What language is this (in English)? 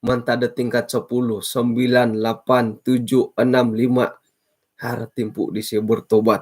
Central Dusun